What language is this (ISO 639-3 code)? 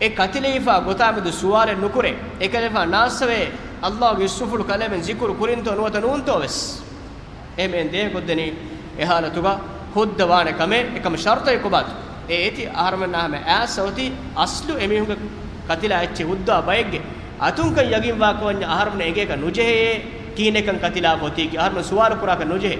div